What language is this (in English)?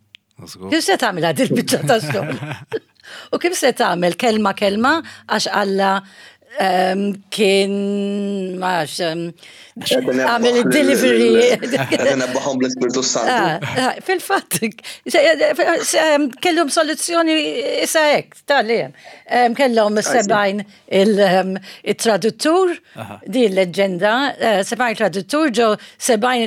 Maltese